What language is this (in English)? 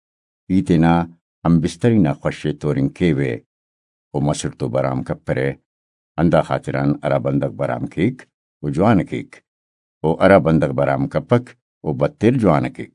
Brahui